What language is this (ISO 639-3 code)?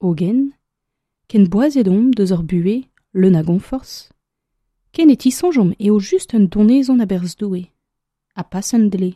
bre